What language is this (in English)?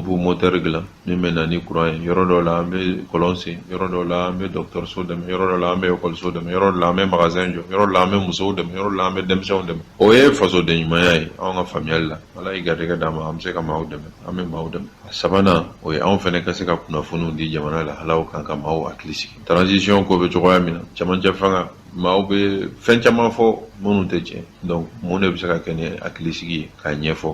Bambara